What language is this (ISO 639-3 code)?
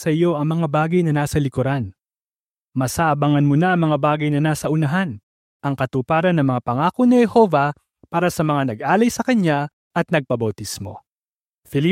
fil